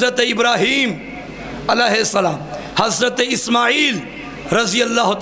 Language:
Urdu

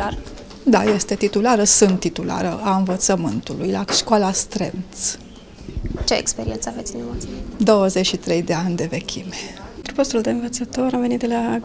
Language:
Romanian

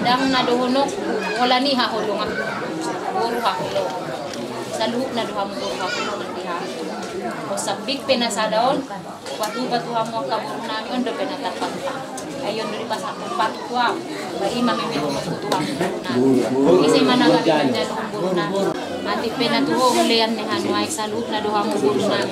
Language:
Batak Toba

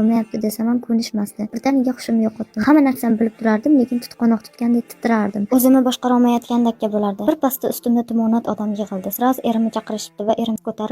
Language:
Uzbek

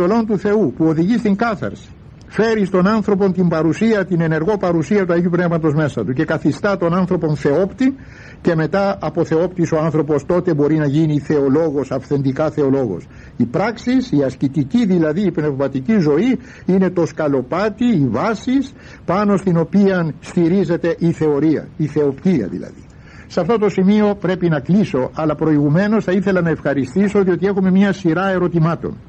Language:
Greek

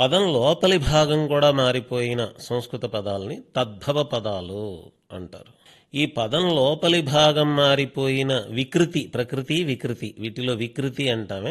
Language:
Telugu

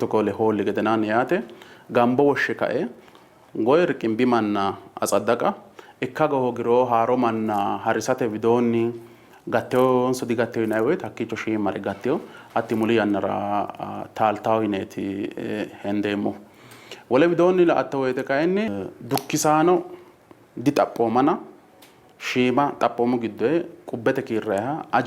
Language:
Sidamo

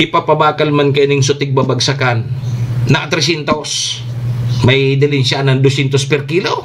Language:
Bikol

